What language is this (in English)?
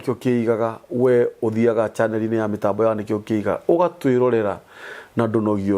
Kikuyu